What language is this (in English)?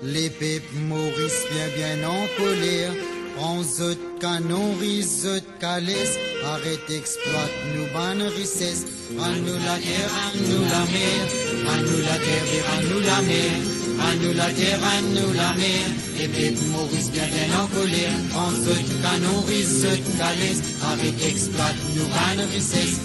Morisyen